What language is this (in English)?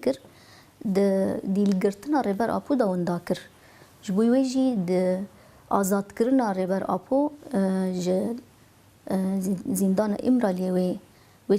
Kurdish